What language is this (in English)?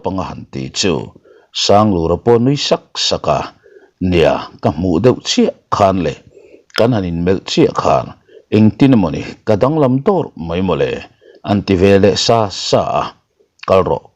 Mizo